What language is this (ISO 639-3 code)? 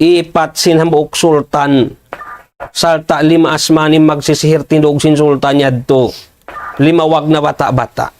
tsg